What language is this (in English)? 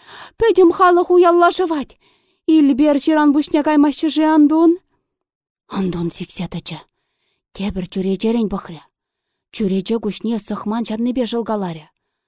Chuvash